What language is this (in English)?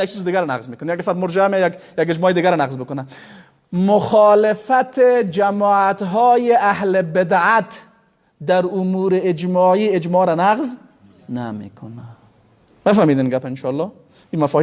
Persian